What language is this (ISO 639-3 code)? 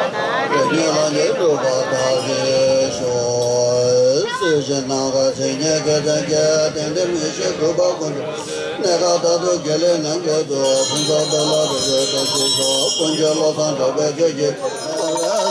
bod